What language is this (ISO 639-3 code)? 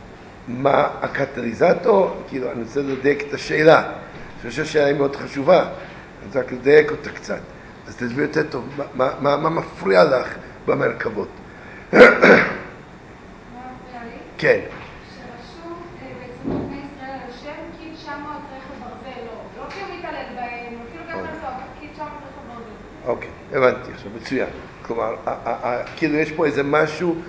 heb